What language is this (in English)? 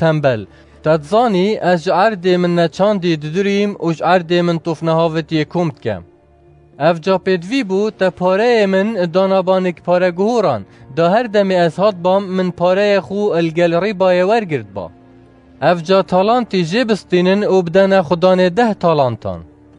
Kurdish